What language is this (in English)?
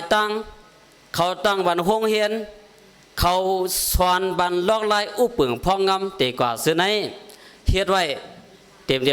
Shan